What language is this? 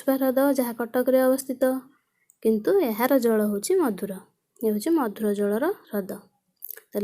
Odia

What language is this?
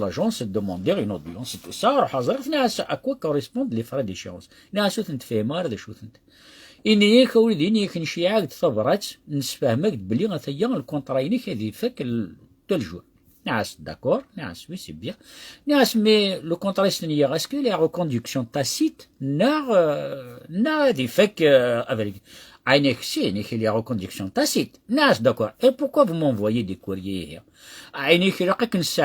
Kabyle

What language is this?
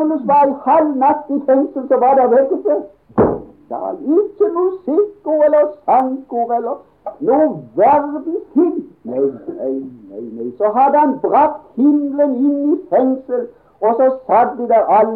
Norwegian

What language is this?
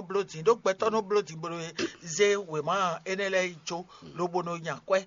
Fon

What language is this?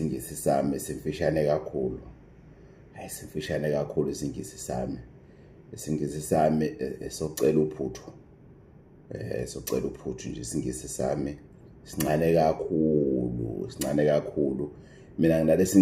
Zulu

